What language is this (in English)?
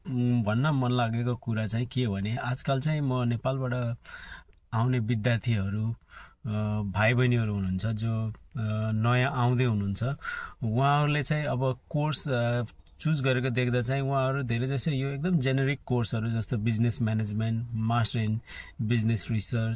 Nepali